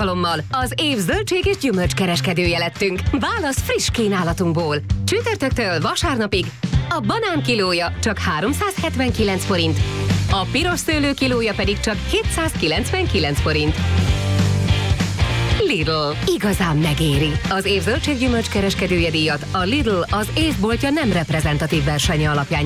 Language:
Hungarian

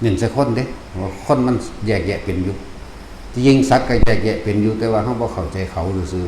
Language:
Lao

